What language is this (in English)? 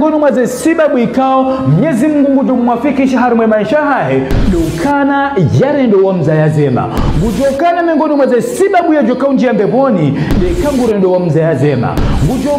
Ngazidja Comorian